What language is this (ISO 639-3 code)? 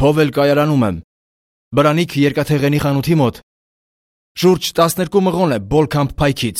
hye